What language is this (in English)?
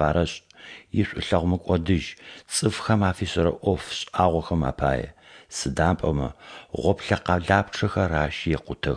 Adyghe